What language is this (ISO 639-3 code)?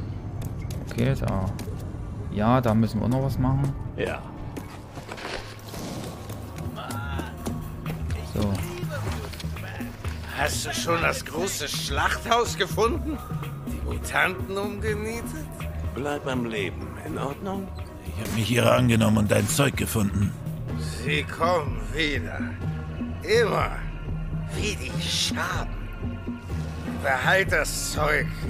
deu